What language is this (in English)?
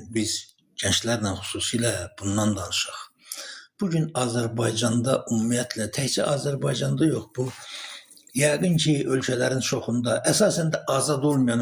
Azerbaijani